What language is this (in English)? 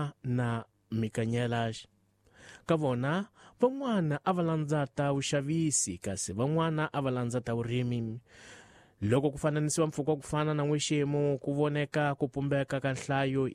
Tsonga